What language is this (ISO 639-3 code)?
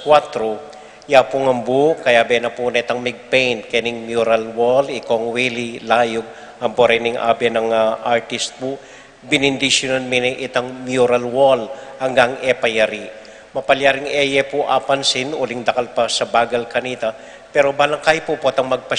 pam